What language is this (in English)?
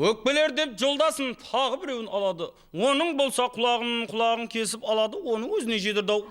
Kara-Kalpak